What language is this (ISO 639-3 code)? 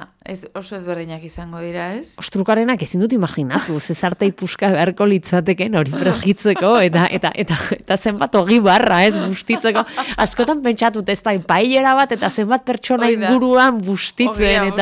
eus